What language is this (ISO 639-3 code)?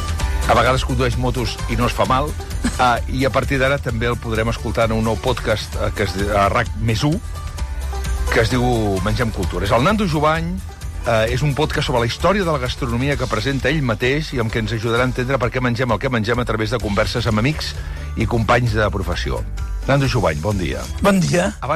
cat